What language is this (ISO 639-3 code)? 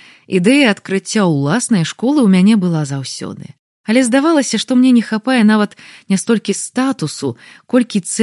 bel